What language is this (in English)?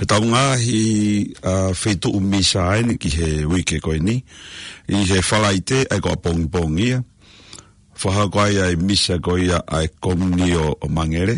Tongan